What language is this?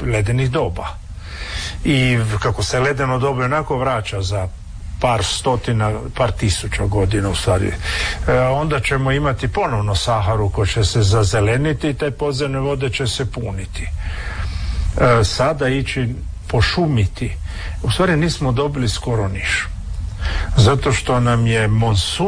Croatian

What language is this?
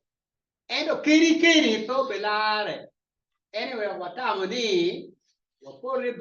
Acoli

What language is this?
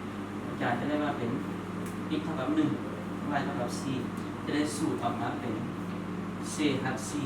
Lao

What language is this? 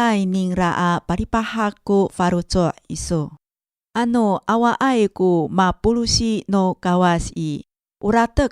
Amis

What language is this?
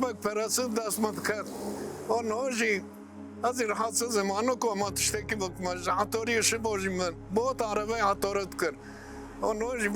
Kurdish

